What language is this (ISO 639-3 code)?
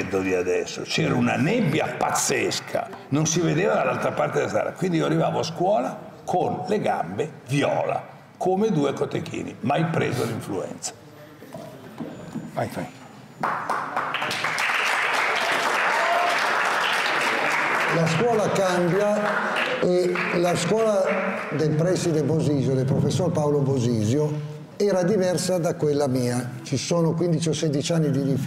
ita